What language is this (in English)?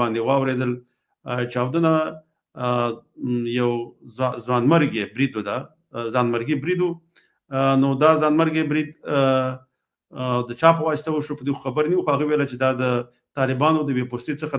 Pashto